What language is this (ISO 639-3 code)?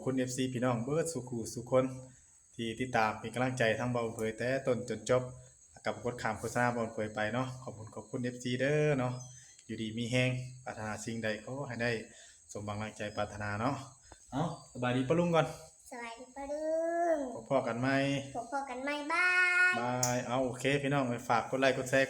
tts